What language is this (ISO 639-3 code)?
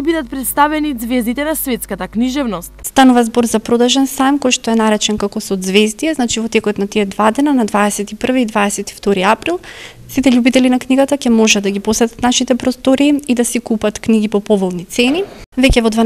mkd